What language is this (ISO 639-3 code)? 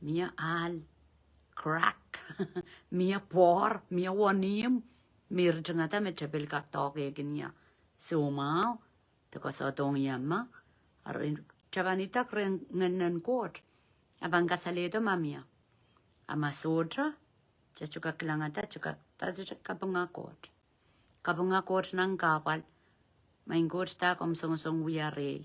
pon